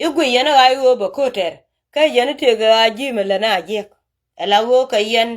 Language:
Nuer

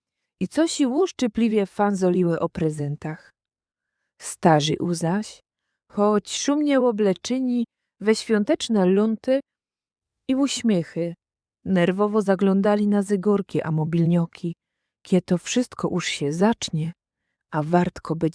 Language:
Silesian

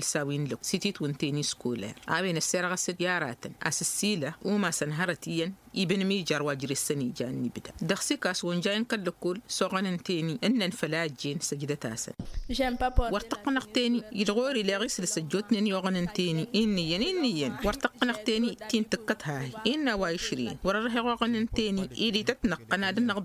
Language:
Tamasheq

